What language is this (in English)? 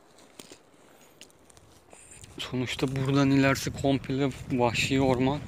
Turkish